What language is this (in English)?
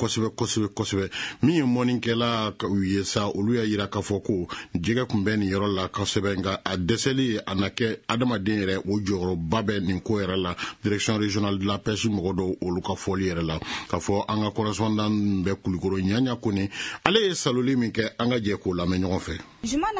Bambara